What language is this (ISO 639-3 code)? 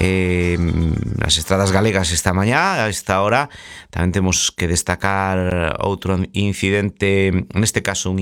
glg